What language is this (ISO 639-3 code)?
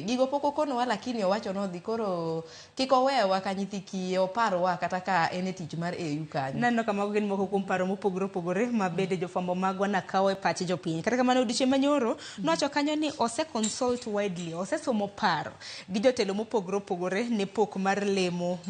luo